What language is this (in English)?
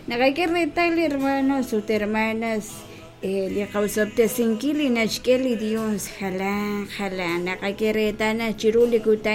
Kekchí